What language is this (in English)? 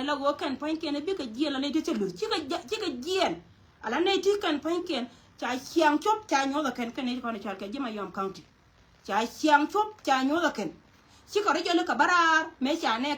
Nuer